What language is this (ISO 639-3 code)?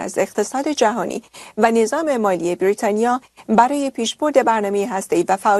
fas